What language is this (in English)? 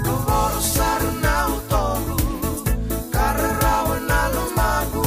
Fijian